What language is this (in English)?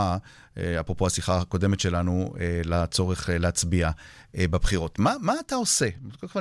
Hebrew